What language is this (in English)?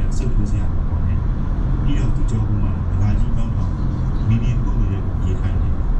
Burmese